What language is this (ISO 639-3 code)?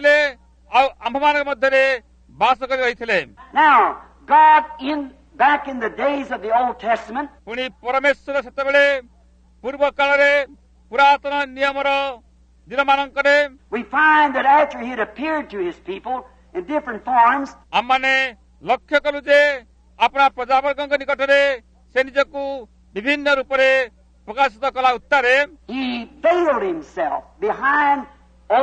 ori